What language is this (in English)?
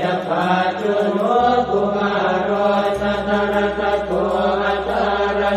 Pali